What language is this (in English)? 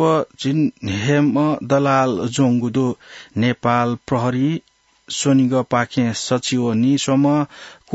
Newari